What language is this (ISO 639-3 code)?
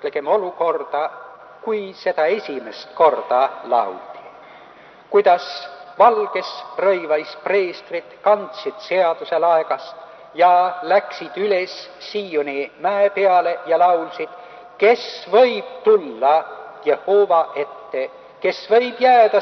est